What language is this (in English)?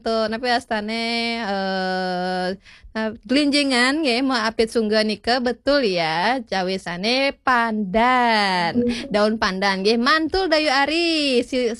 Balinese